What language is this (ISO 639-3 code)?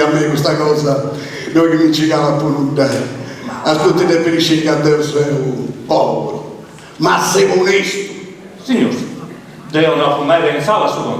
srd